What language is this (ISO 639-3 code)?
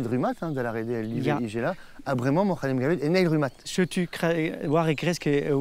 bre